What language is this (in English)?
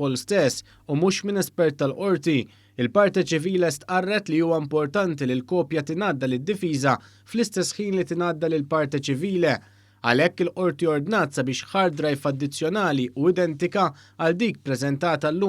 Maltese